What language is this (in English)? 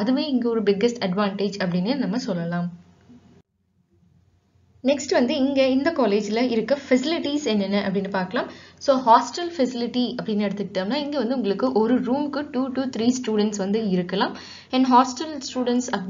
Tamil